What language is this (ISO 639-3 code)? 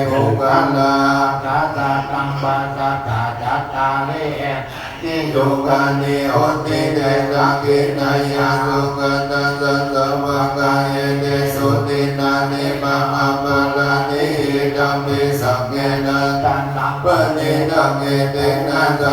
pli